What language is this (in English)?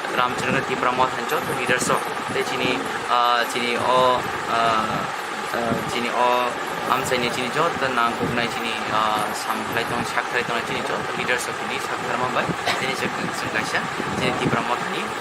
Kok Borok